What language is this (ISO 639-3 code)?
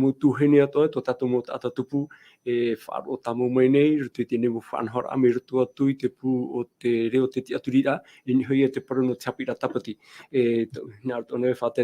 tah